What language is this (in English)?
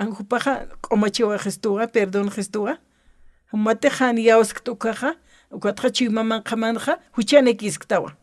Aymara